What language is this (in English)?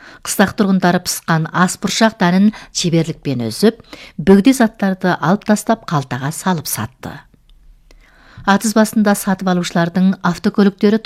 Kazakh